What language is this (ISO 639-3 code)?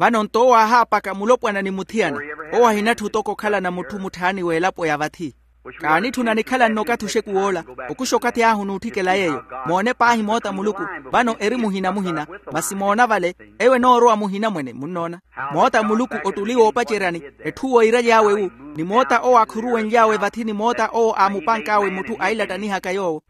vmw